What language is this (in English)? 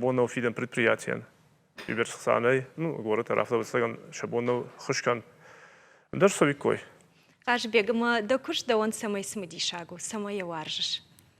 Ossetic